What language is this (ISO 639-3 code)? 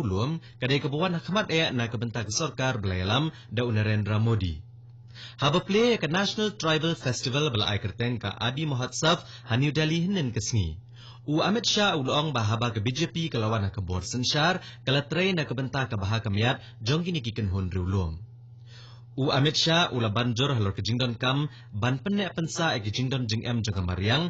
kha